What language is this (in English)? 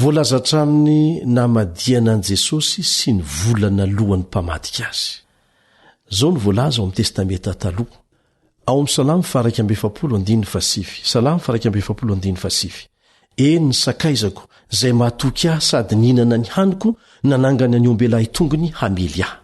Malagasy